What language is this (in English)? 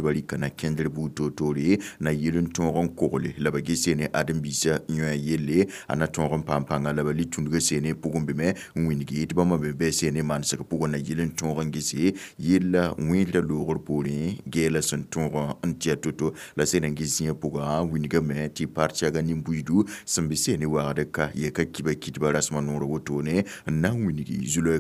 Mossi